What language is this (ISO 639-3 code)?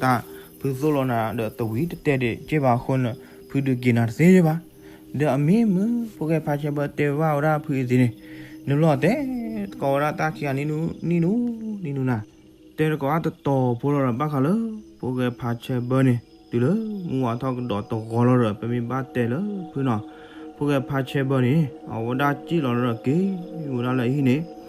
ksw